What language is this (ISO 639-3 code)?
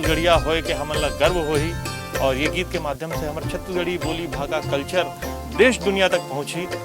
hne